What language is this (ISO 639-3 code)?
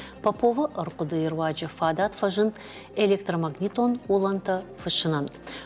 oss